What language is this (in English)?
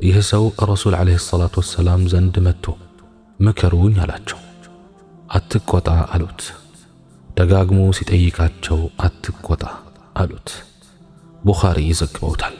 Amharic